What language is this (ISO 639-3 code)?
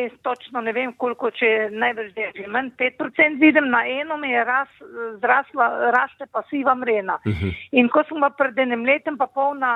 slv